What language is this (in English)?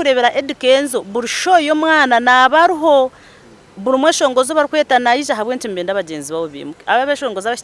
Nyankole